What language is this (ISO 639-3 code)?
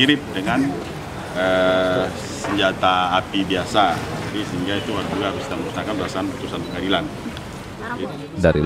ind